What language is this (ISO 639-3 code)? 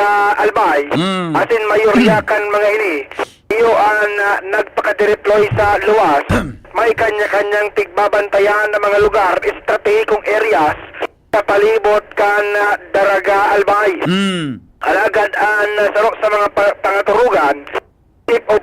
bik